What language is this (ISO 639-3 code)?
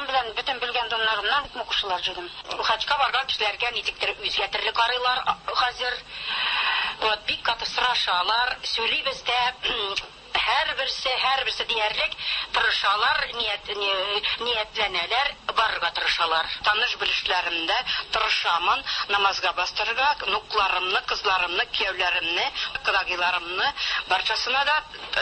tat